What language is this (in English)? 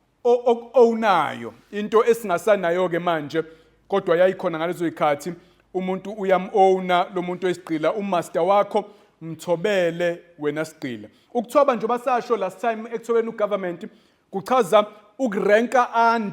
Zulu